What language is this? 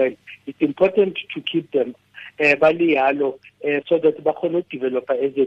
Tswana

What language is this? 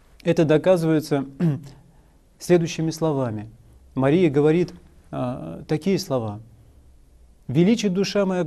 Russian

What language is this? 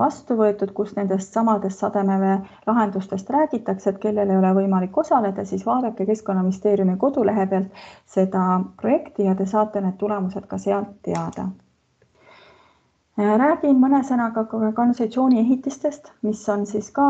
Estonian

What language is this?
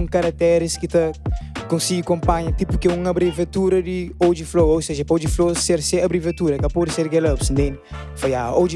Kabuverdianu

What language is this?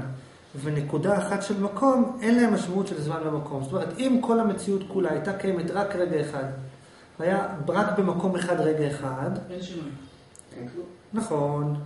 Hebrew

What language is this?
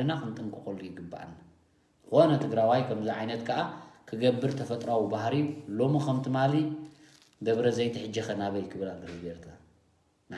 Tigrinya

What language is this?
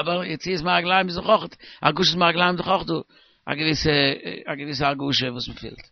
Yiddish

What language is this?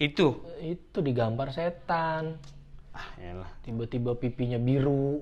Betawi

